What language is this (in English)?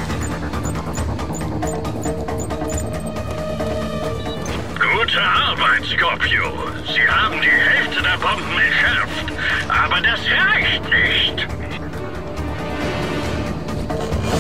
German